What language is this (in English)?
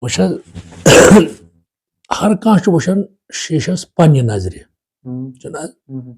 Kashmiri